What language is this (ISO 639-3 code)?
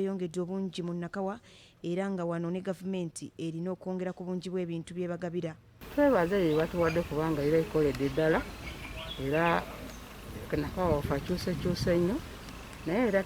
lug